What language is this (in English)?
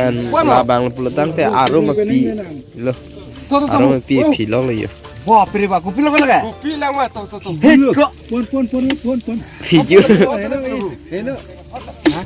Karbi